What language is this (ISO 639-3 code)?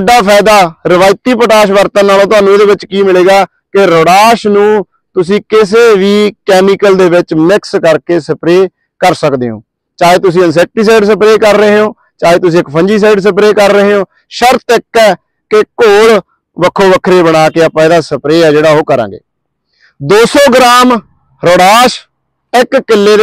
pan